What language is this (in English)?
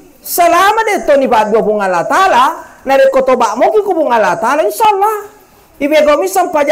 Buginese